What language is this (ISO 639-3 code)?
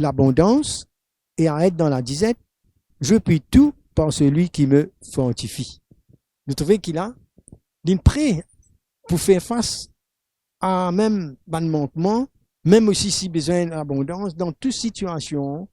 mfe